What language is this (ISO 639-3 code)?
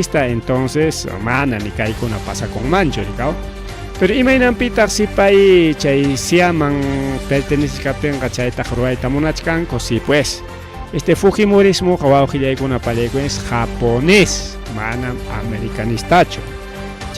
quy